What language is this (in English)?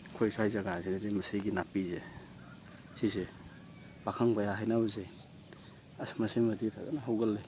Manipuri